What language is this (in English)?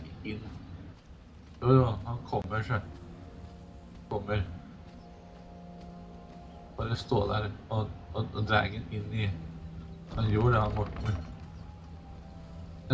Norwegian